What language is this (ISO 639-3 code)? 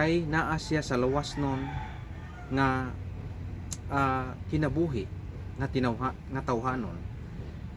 ceb